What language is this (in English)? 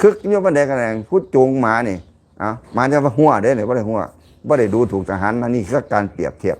Lao